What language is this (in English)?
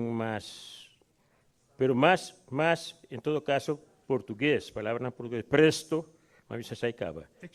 Papiamento